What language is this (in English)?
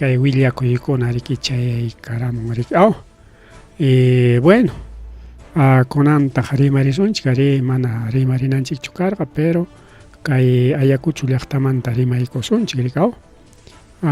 Ayacucho Quechua